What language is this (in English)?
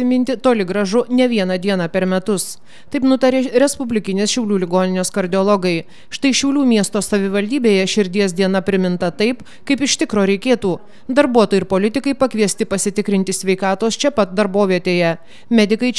Lithuanian